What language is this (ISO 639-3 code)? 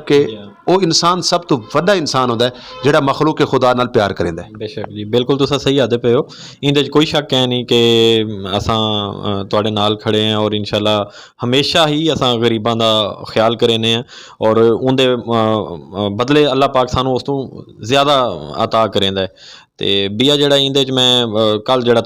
skr